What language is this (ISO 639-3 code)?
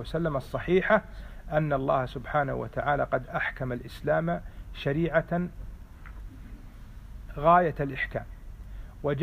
ara